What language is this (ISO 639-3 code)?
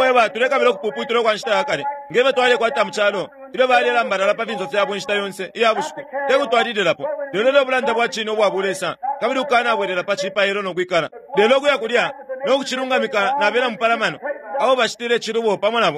bem